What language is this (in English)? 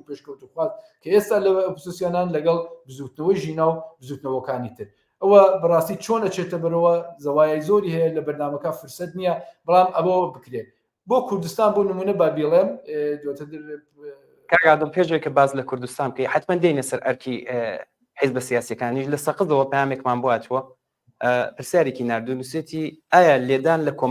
Central Kurdish